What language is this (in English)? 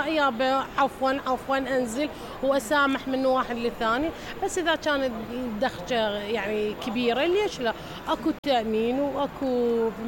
Mesopotamian Arabic